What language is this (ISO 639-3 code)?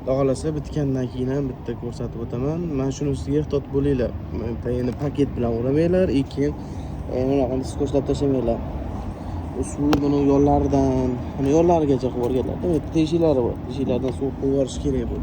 uzb